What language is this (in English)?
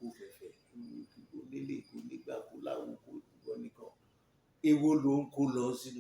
Yoruba